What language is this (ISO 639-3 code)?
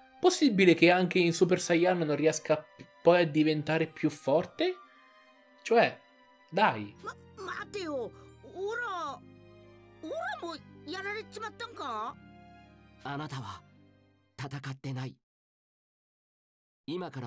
ita